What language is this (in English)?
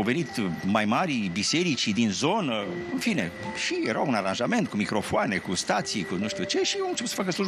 Romanian